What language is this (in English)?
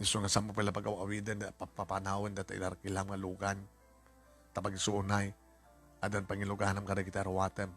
Iloko